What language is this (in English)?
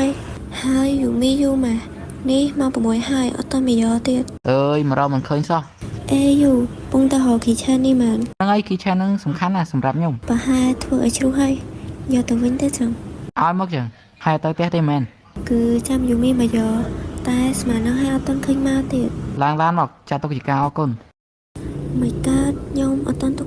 Khmer